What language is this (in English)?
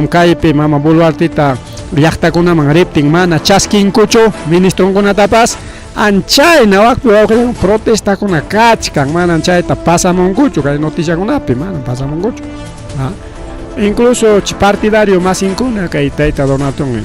Ayacucho Quechua